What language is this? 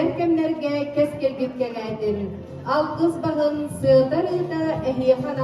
Yakut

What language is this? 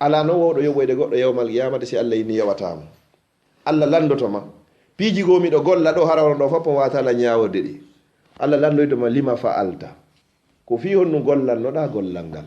Fula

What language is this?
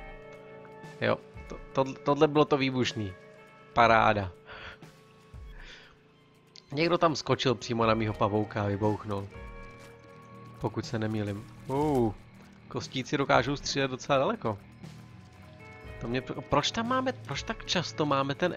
Czech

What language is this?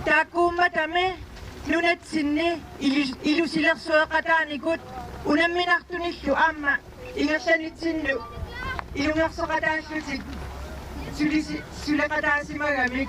Kalaallisut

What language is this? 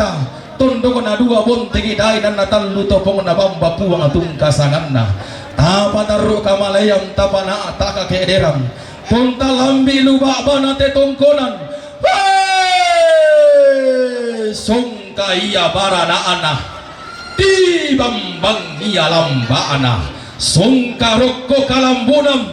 Toraja-Sa'dan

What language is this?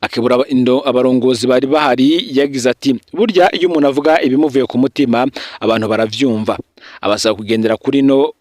Rundi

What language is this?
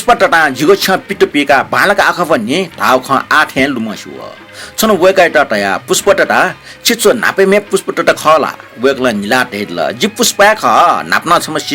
Newari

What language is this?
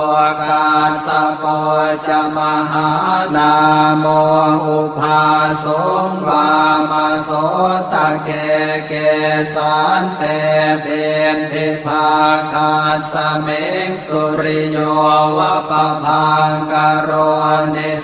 Pali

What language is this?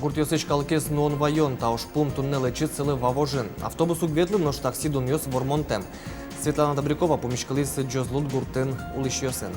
Udmurt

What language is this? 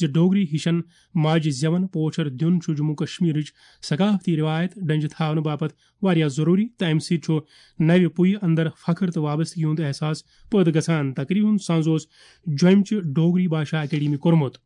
Kashmiri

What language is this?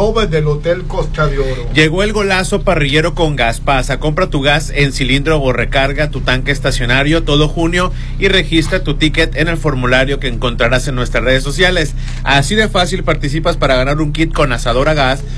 Spanish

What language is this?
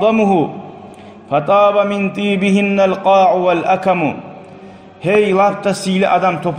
Kumyk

